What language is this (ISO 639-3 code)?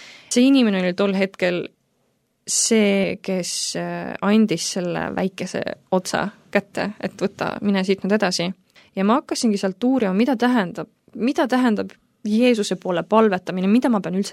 est